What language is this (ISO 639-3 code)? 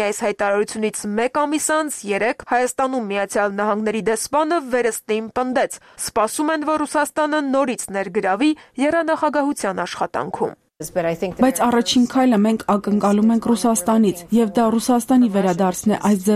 hye